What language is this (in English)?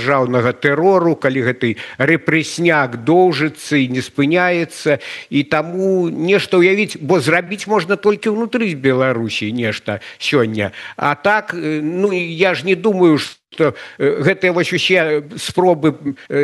Belarusian